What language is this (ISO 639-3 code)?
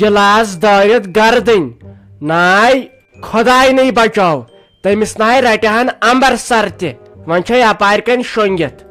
kas